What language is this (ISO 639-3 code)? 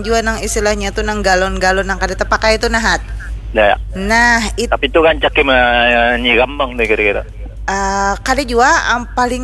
bjn